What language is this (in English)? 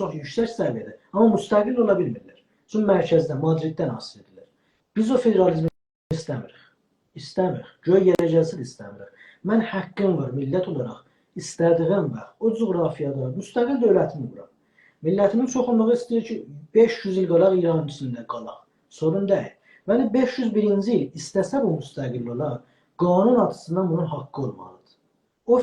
South Azerbaijani